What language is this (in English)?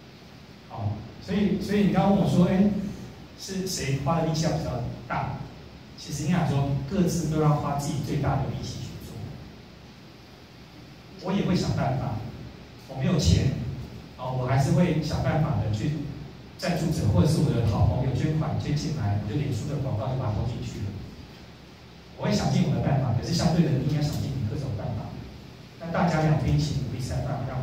Chinese